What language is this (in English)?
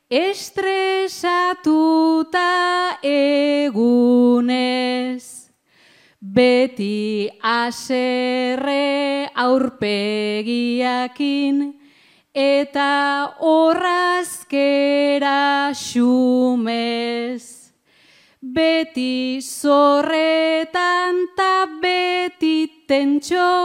Basque